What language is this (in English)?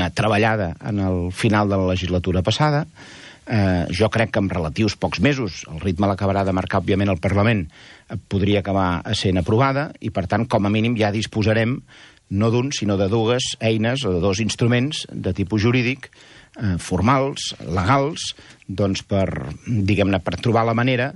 Catalan